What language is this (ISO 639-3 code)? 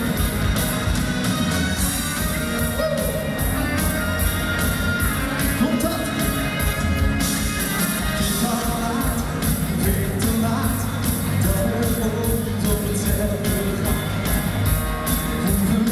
nld